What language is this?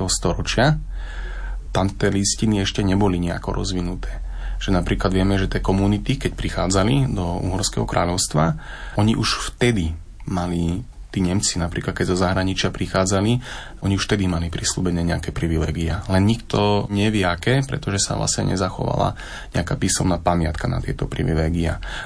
Slovak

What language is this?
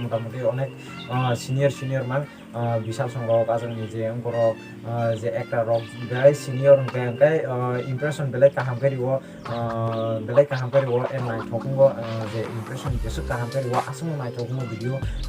Kok Borok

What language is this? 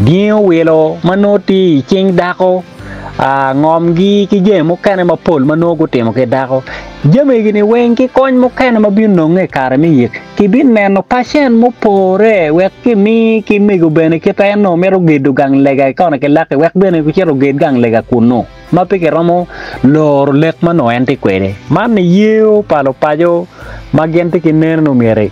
Acoli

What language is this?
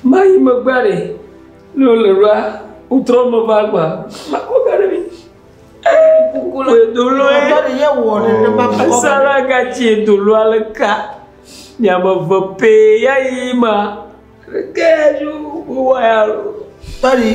Ewe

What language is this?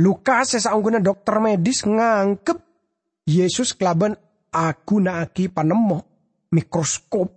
Madurese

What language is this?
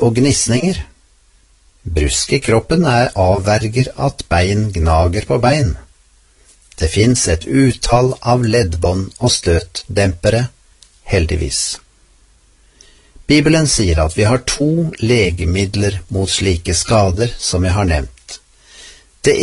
Norwegian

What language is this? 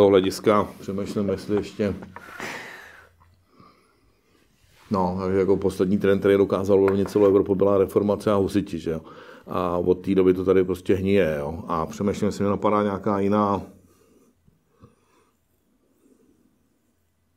Czech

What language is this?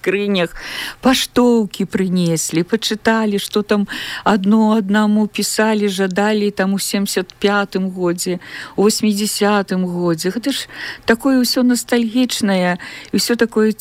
Belarusian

